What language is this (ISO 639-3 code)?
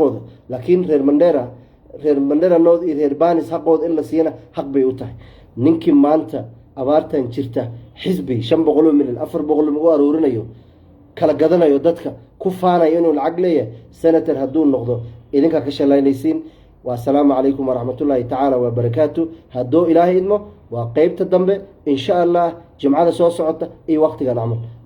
som